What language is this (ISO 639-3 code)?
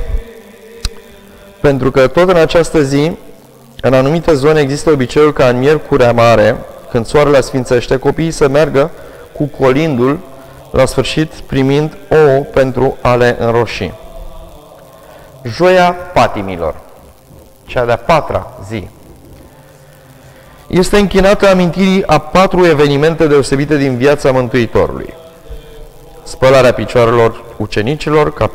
ron